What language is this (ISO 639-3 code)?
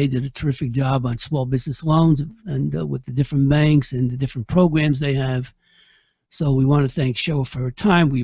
eng